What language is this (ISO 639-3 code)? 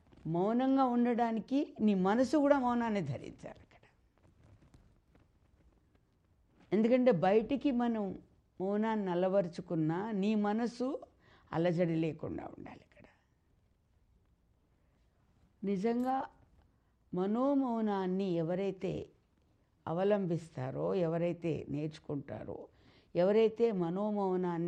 tel